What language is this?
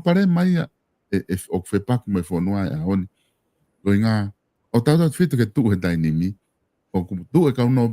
Tongan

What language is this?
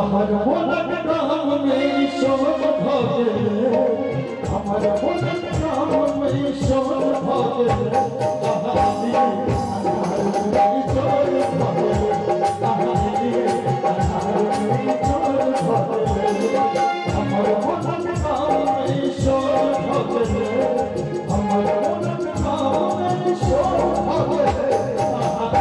Maithili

